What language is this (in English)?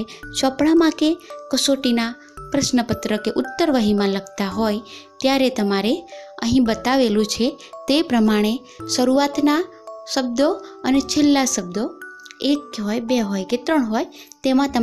Gujarati